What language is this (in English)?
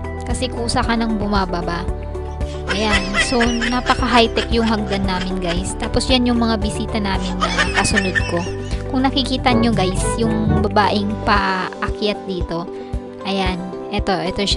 Filipino